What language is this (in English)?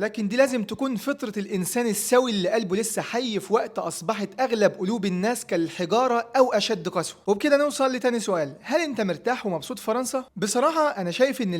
Egyptian Arabic